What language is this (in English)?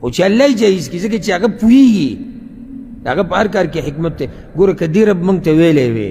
Pashto